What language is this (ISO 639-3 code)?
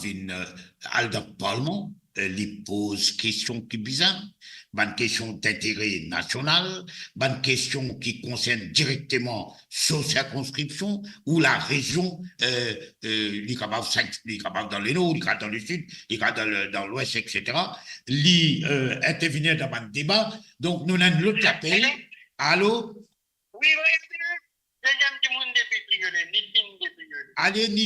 mfe